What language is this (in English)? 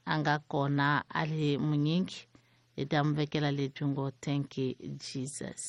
Tsonga